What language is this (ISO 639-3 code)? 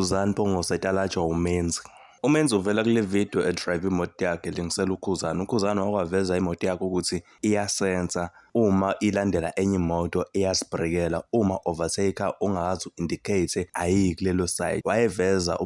zul